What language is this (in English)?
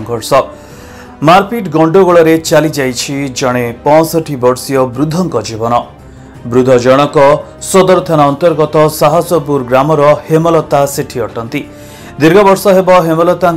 Odia